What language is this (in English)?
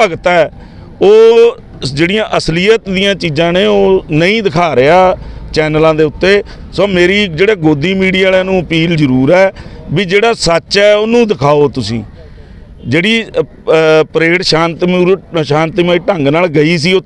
Punjabi